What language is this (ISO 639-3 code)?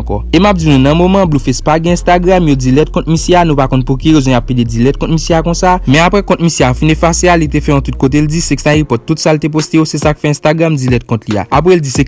hat